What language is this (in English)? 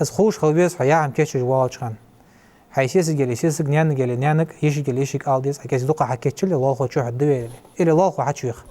Ingush